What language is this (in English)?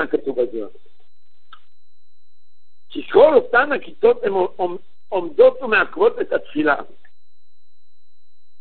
Hebrew